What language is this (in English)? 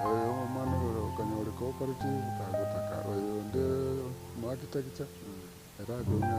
Gusii